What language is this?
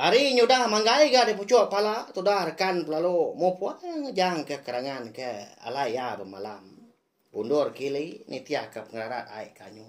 Iban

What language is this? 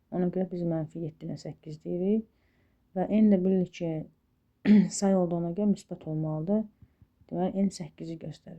Azerbaijani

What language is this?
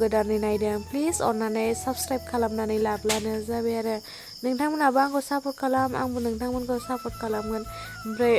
Bodo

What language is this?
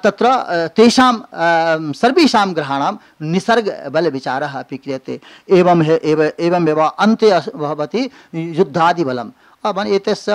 Sanskrit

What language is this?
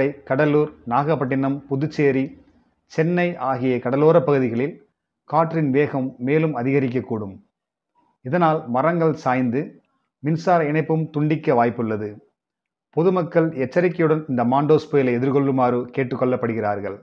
Tamil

